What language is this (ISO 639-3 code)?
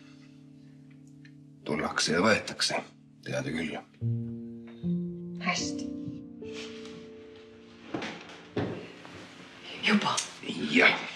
est